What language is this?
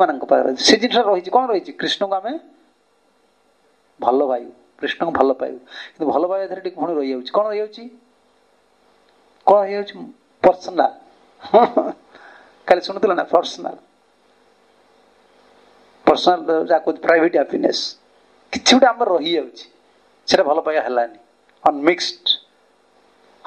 Odia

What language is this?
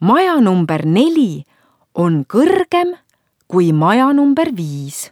Estonian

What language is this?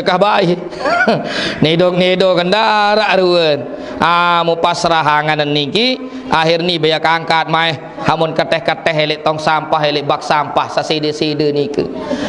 Sasak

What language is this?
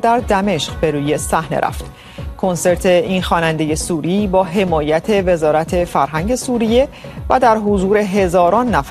Persian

